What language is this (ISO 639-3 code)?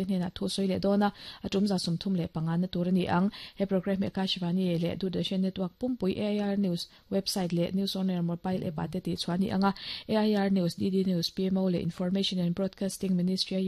lus